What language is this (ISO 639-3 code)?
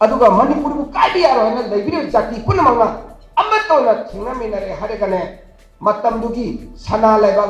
mni